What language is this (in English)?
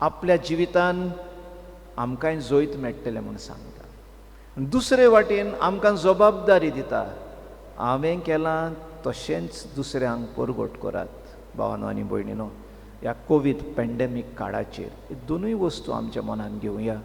Konkani